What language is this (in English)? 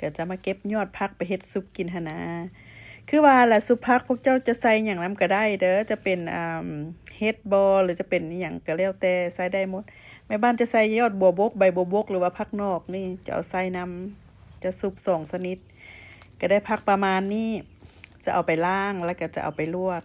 Lao